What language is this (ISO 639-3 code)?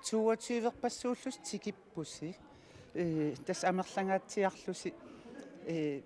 kal